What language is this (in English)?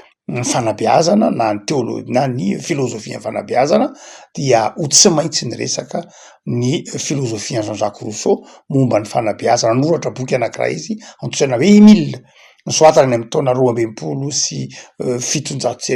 Malagasy